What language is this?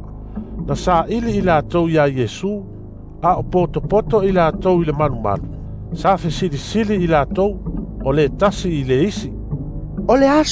Samoan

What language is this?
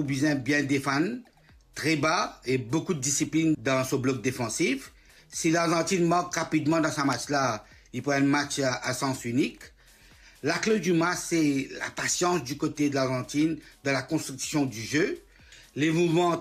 Morisyen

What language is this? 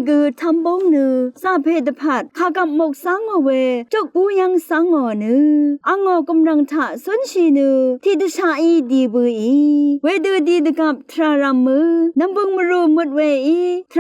Rawang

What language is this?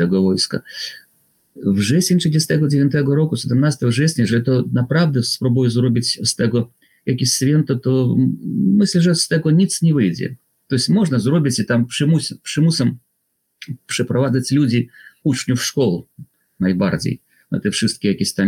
Polish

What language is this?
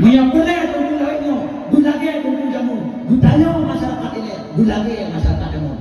Achinese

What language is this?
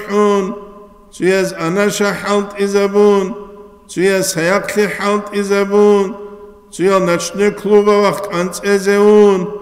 Avaric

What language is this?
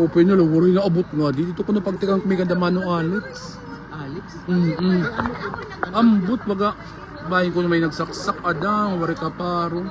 Waray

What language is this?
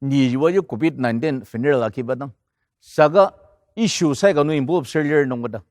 Ao Naga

